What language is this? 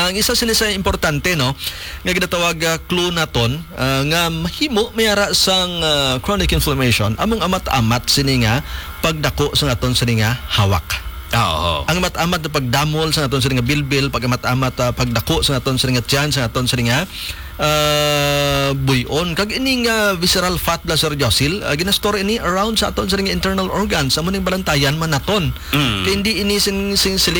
Hiligaynon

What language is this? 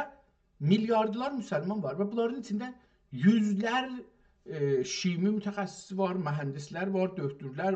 South Azerbaijani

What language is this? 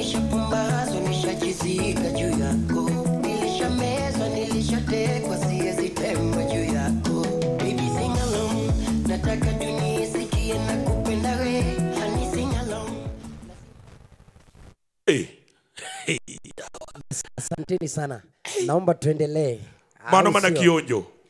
Luo (Kenya and Tanzania)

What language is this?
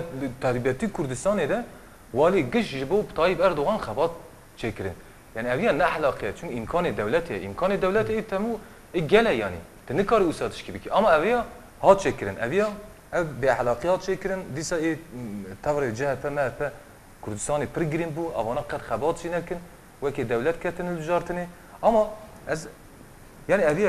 Kurdish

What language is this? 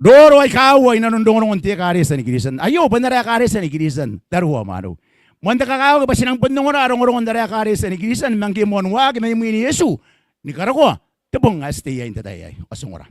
Gilbertese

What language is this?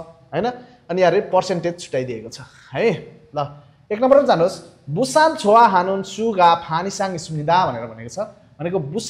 Nepali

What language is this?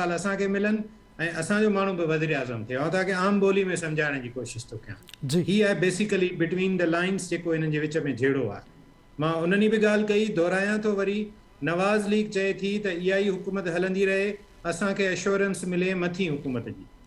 Sindhi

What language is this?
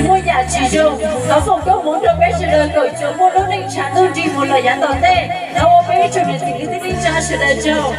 Hmong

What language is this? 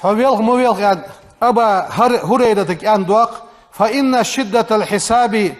Ingush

